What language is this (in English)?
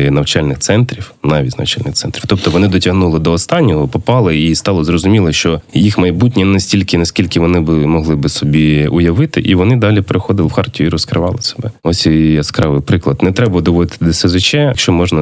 Ukrainian